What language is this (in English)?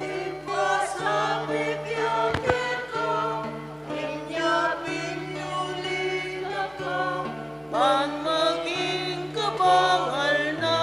Pampanga